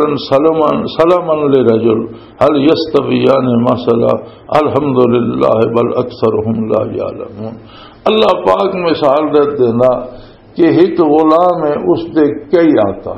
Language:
Western Panjabi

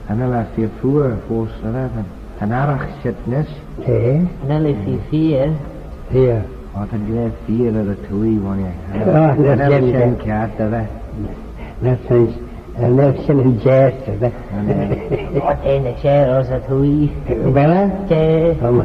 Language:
Manx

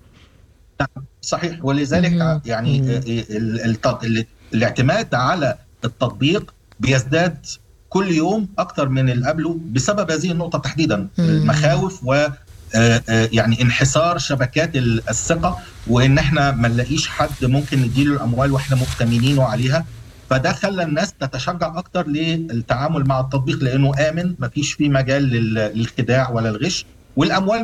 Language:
Sudanese Arabic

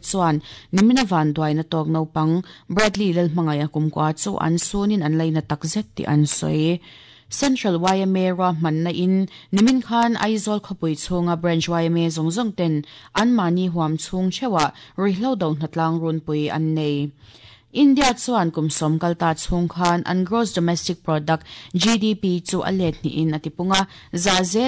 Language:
Mizo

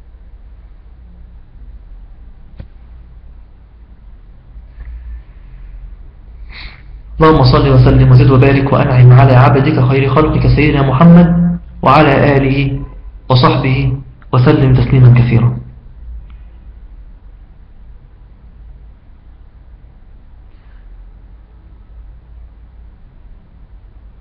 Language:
Egyptian Arabic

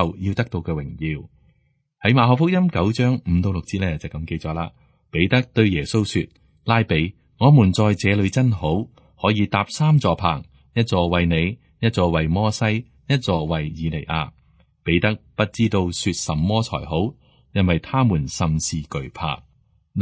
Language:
Cantonese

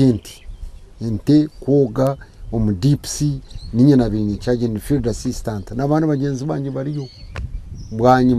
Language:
Nyankole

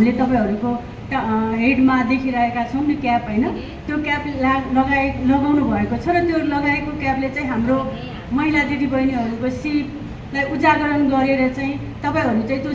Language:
Nepali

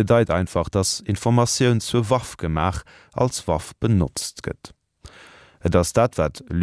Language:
Luxembourgish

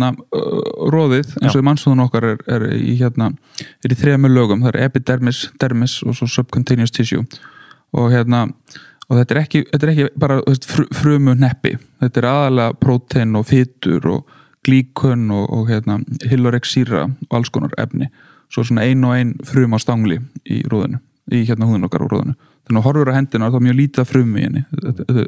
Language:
Icelandic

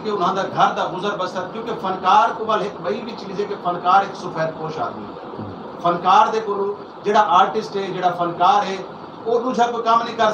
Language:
Saraiki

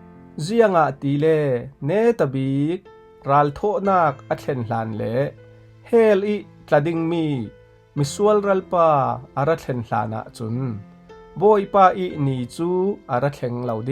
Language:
Falam Chin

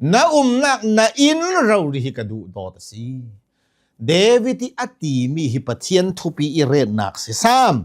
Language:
Hakha Chin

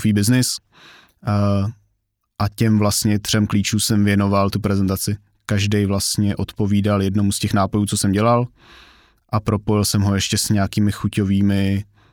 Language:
Czech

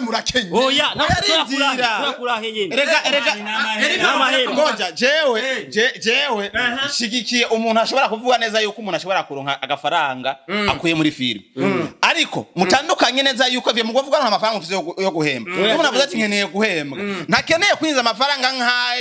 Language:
Rundi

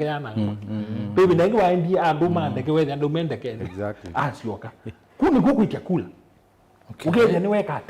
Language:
Kamba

